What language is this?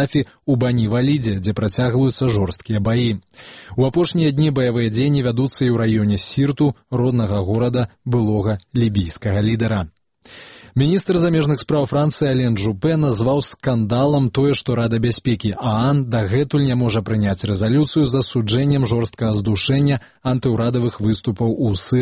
Belarusian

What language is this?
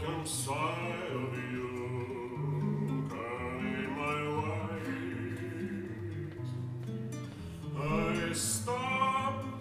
Russian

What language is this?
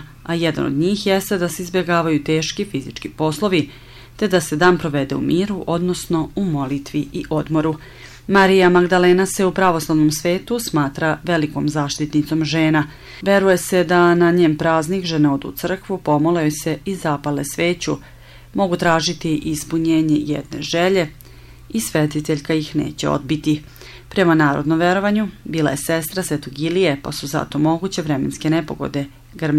Serbian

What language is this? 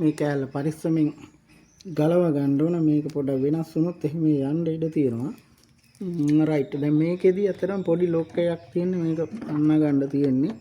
Sinhala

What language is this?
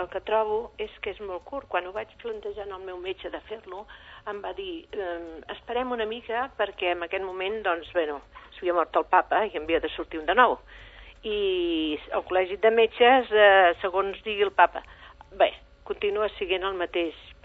Catalan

